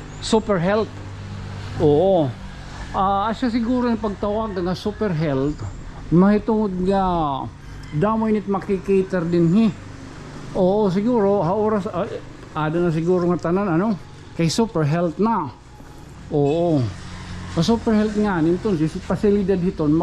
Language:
Waray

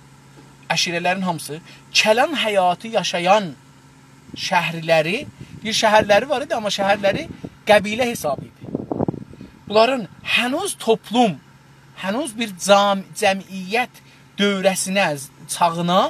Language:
South Azerbaijani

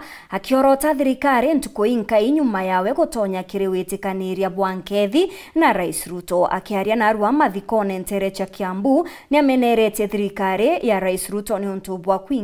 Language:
Meru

